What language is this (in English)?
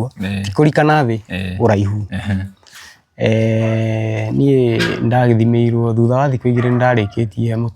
Kikuyu